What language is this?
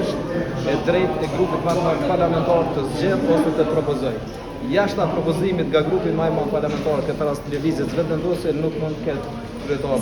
Albanian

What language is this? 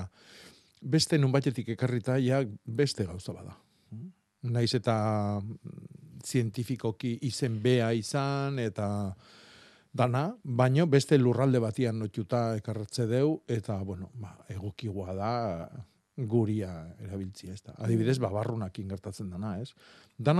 Basque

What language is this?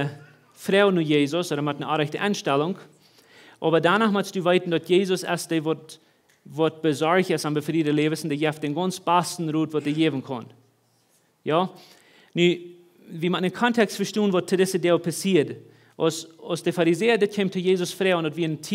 Plautdietsch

